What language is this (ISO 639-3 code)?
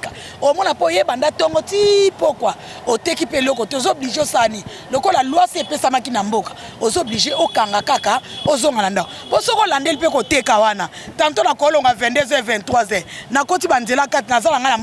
lin